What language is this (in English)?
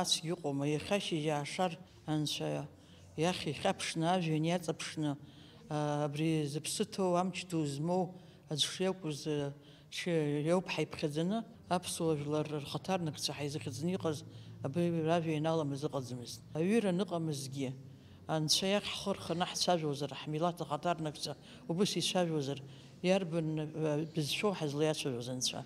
Abkhazian